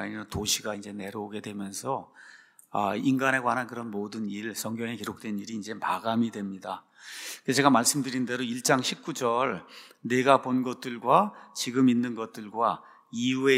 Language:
Korean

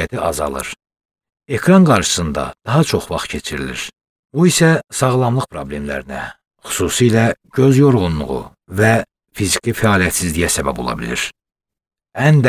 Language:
Azerbaijani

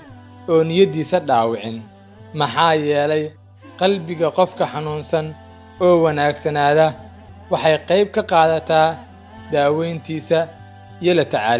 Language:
Somali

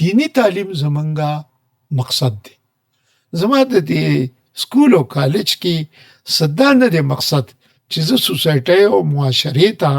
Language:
Pashto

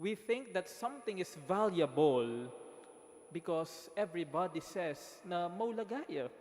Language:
Pampanga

